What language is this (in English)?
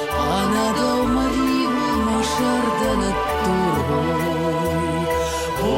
Ossetic